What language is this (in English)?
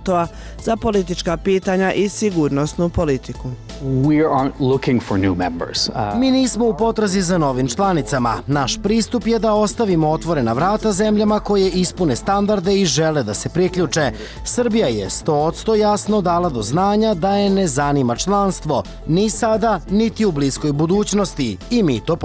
Bosnian